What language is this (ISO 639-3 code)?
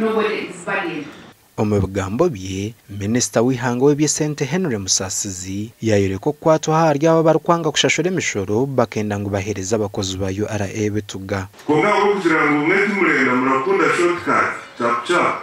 nyn